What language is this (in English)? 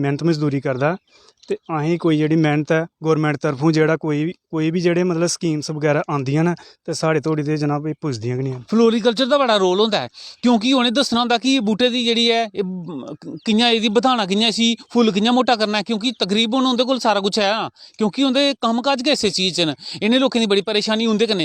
Dogri